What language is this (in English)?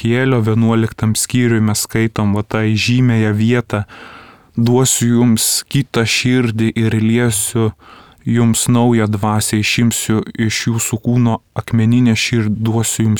Lithuanian